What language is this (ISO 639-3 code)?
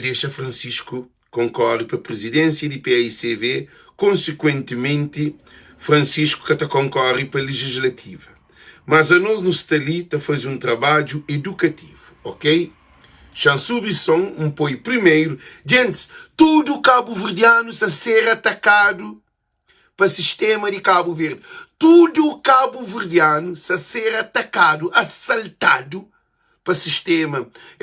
kea